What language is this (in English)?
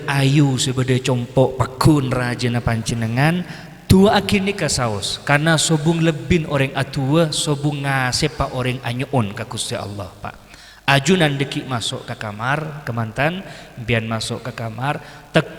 Madurese